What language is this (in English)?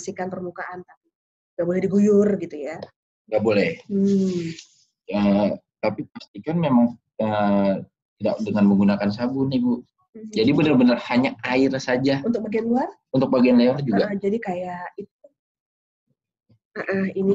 Indonesian